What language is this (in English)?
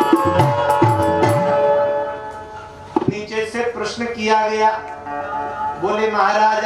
Hindi